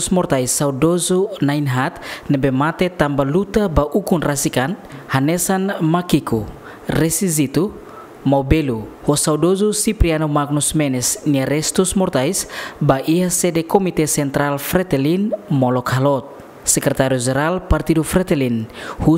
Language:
Tetum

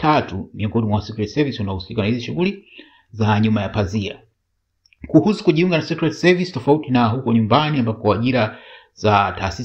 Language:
Swahili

